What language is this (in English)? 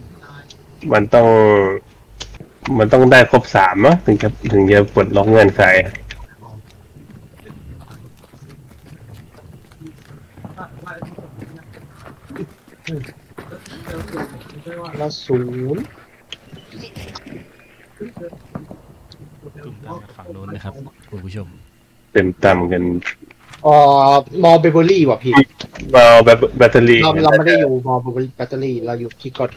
Thai